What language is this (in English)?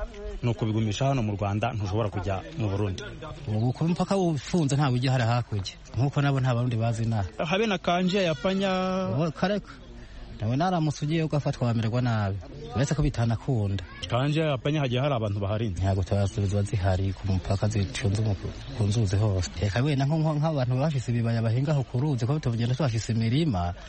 Kinyarwanda